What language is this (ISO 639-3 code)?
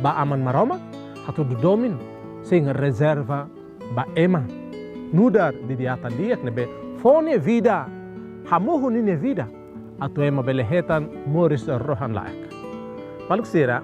tet